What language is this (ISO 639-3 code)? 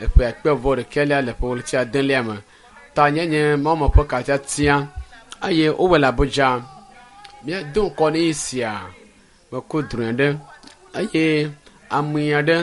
ewe